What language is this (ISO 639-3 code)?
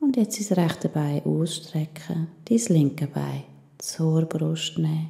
gsw